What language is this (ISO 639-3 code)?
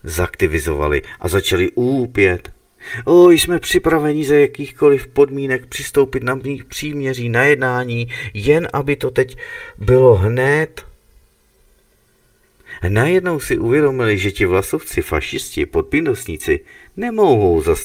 ces